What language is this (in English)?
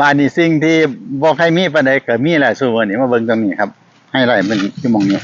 Northeastern Thai